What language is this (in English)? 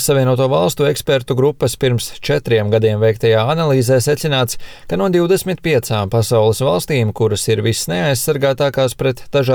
Latvian